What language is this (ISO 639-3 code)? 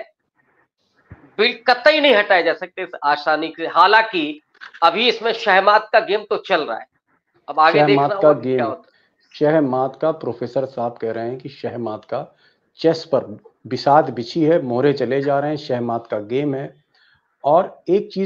hin